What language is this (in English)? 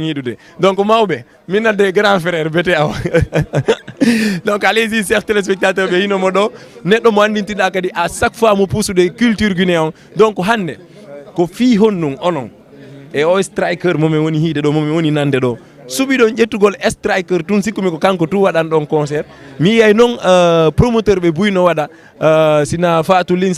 Fula